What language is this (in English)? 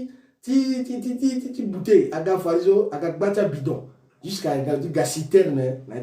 Sango